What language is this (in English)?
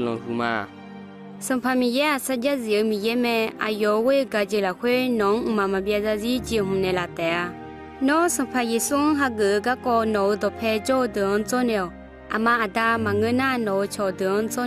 Akha